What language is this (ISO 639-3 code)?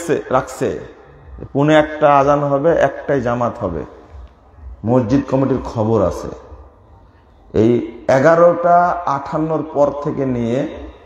ben